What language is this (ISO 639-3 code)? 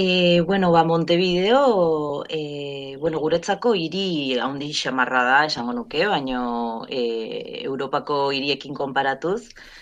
eus